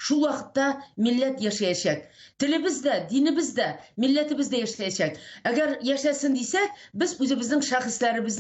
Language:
Tatar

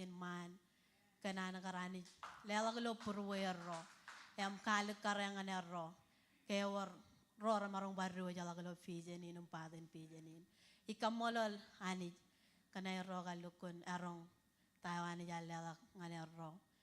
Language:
Marshallese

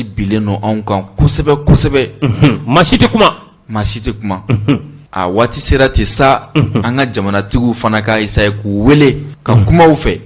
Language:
Bambara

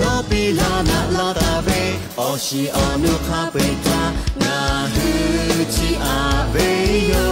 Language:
Lahu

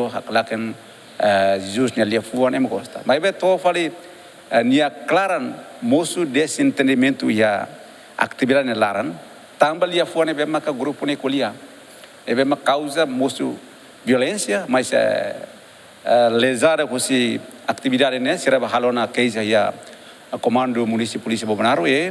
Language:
Tetum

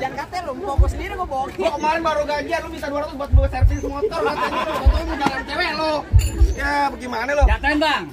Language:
Betawi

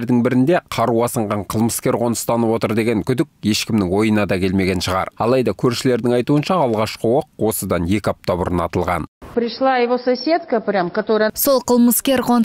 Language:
Kazakh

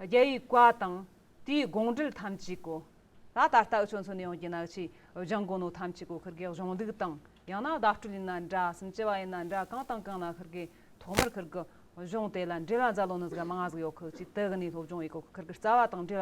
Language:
Amdo Tibetan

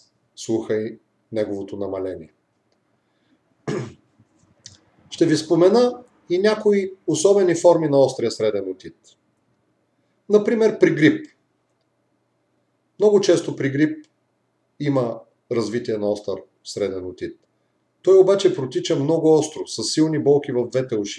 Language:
Bulgarian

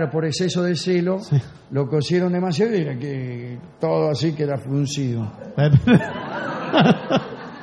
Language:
Spanish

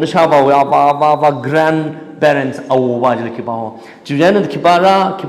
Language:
Tangkhul Naga (India)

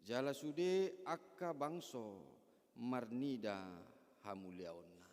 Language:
Batak Toba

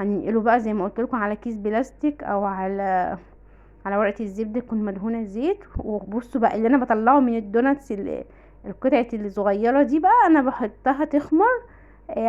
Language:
Egyptian Arabic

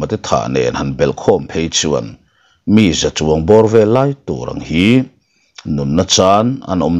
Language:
Mizo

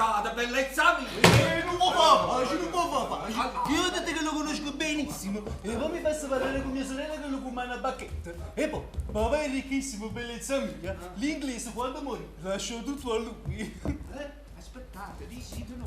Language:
Neapolitan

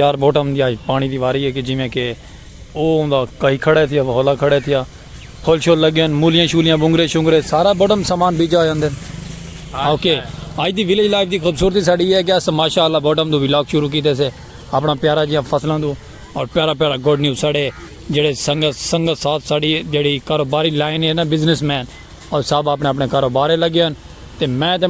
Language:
Saraiki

